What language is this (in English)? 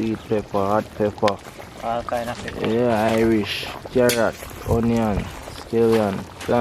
Jamaican Creole English